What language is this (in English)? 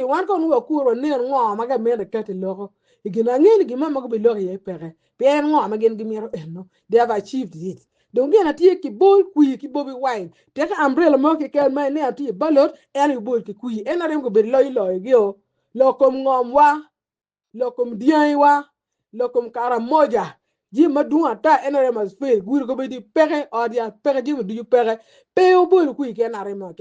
Acoli